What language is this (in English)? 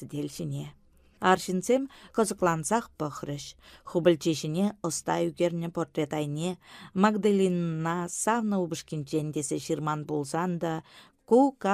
Chuvash